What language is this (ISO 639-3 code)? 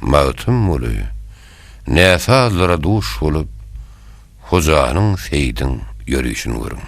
tuk